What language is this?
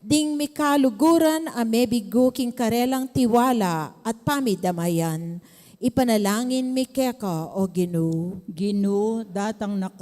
Pampanga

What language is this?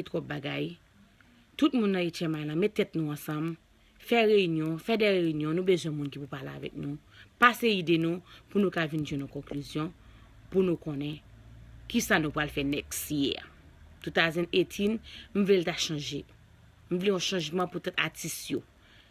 Haitian Creole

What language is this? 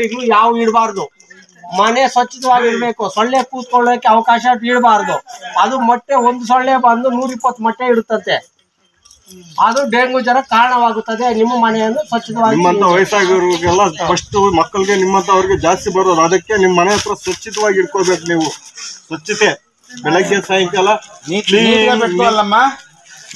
Kannada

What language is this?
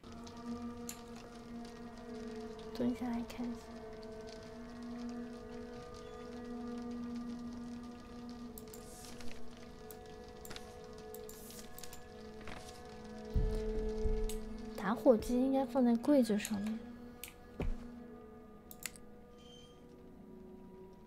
Chinese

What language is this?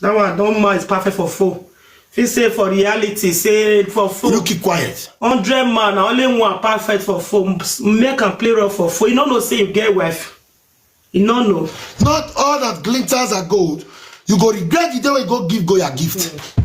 Nigerian Pidgin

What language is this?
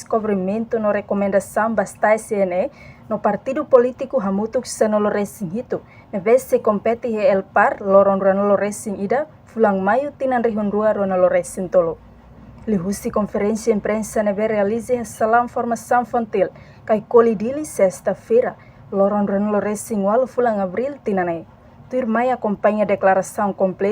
Tetum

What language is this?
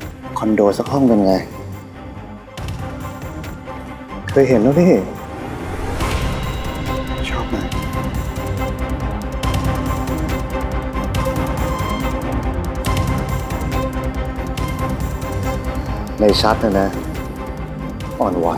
Thai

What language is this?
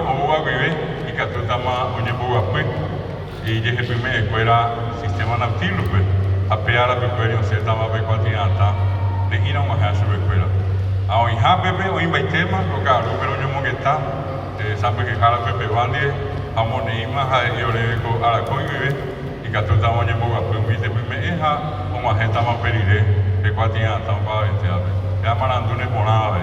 Guarani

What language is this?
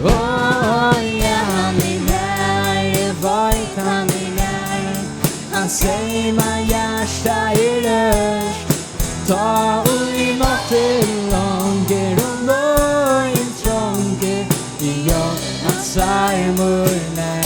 Faroese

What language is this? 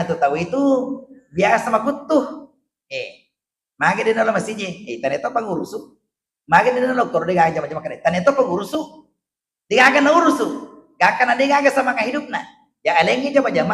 Buginese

